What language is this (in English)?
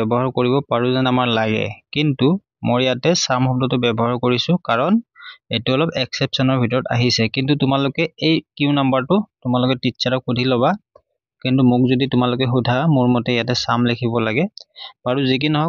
Assamese